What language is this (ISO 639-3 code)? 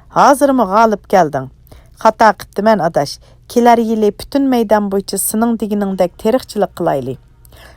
uig